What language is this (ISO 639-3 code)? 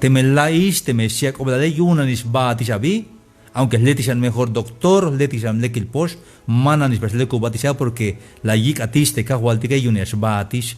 tzh